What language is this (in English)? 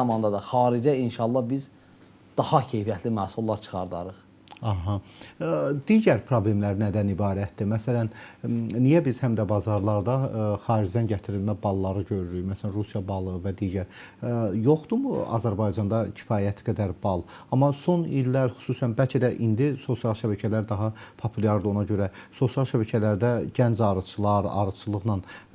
Azerbaijani